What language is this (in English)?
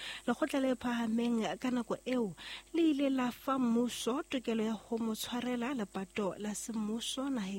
Southern Sotho